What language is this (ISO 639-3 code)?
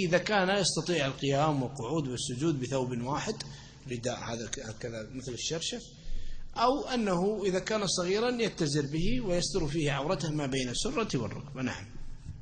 ara